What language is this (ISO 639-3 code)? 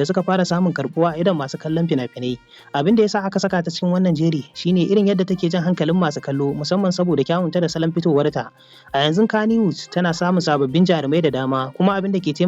hau